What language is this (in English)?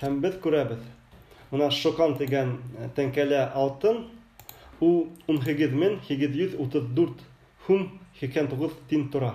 Bashkir